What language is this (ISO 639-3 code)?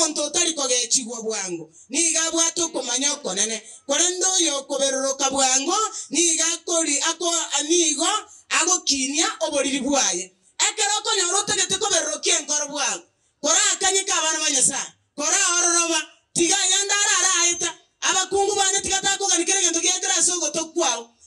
guz